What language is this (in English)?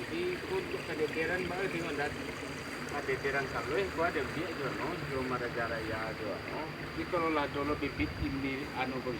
Minangkabau